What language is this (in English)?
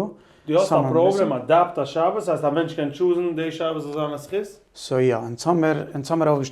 Yiddish